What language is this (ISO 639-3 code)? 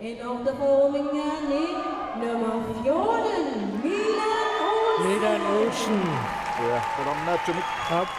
kal